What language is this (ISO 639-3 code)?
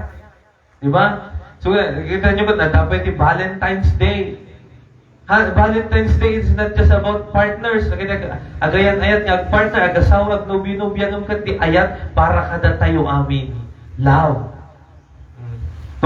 ilo